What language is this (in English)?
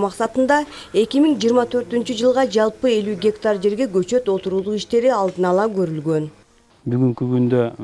Kyrgyz